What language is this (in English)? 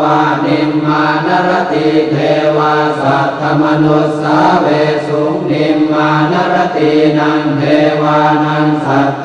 Pali